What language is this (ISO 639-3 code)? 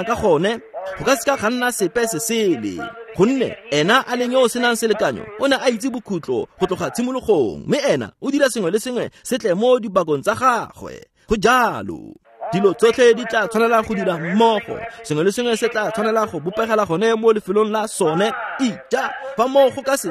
tsn